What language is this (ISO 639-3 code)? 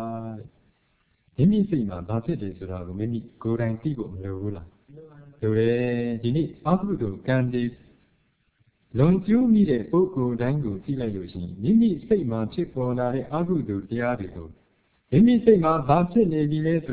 mya